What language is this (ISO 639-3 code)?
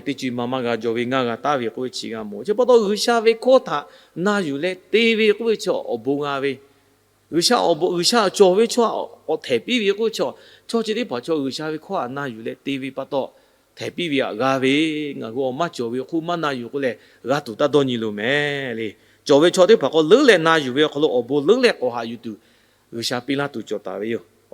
lhu